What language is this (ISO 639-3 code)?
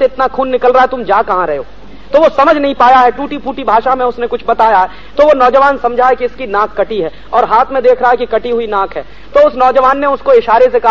hin